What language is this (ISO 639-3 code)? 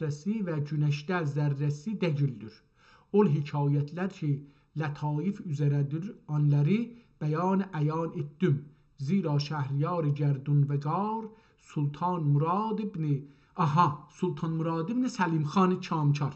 azb